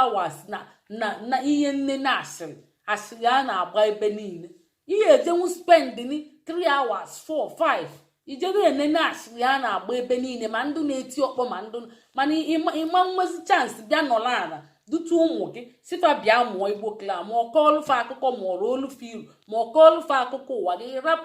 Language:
Igbo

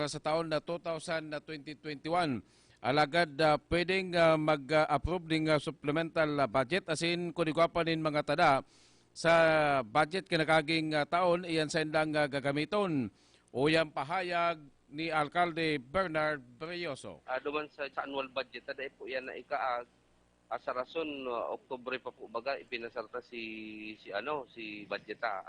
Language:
Bikol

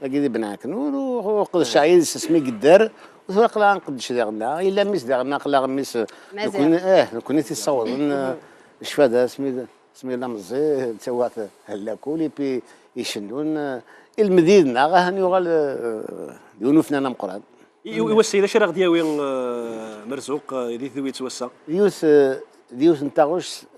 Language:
Kabyle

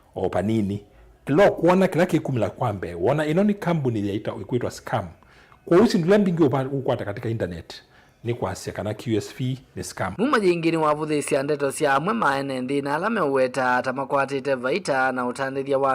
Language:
Kamba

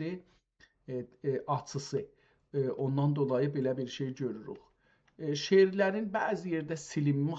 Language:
South Azerbaijani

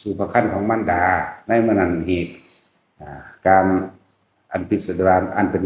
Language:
Northeastern Thai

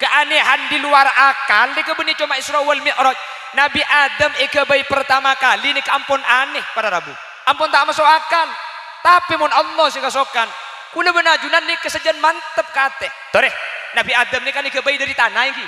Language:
Madurese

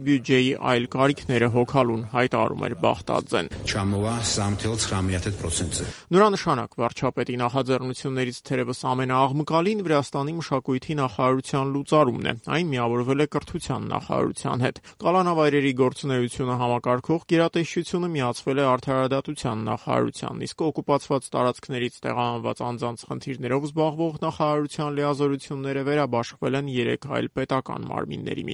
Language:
Armenian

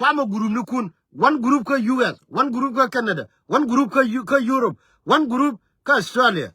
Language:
Nuer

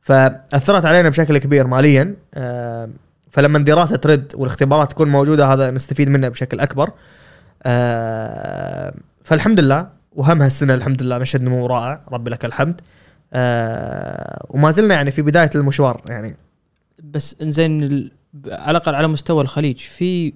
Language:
Gulf Arabic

